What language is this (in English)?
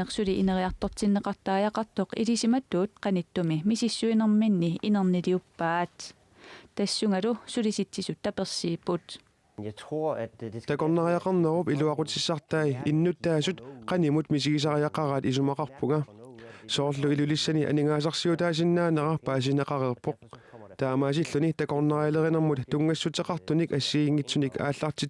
Kalaallisut